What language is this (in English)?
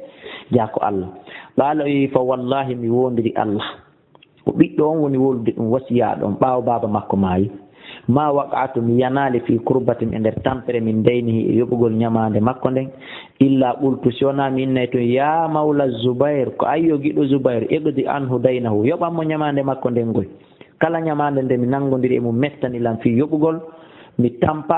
Fula